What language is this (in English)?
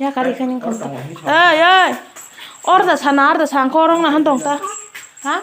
Kok Borok